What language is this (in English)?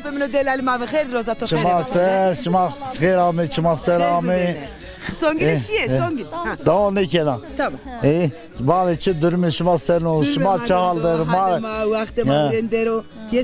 Zaza